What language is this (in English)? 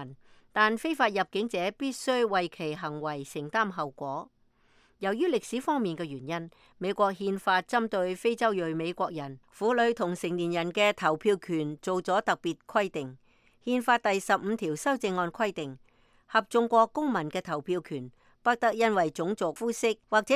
Cantonese